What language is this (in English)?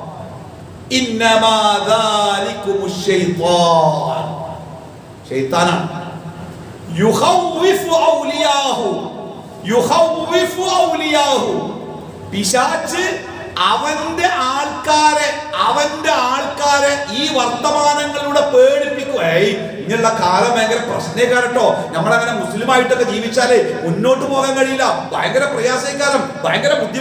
Malayalam